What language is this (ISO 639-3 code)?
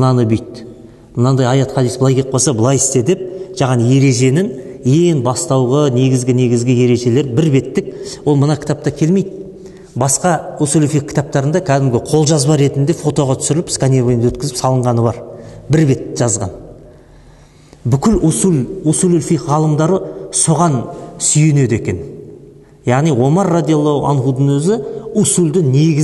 kaz